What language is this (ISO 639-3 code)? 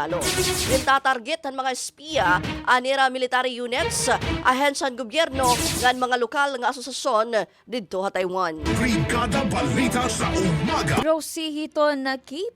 war